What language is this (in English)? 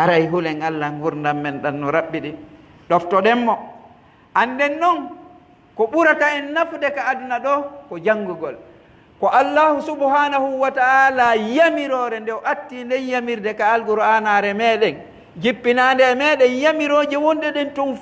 Pular